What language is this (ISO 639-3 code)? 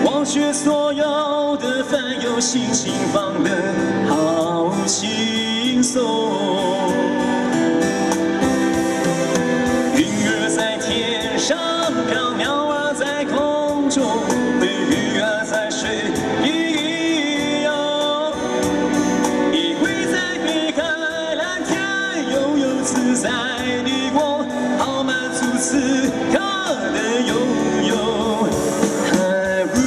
zho